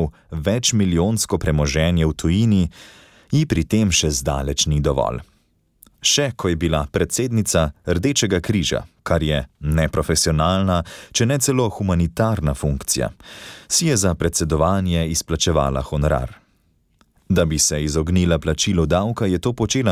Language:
Slovenian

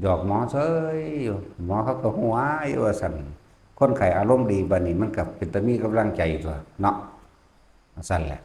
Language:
Northeastern Thai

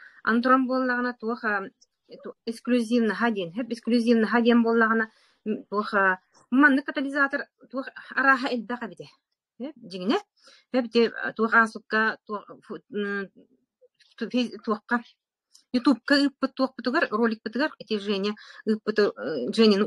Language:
Yakut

